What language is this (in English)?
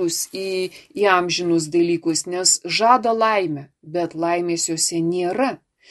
Lithuanian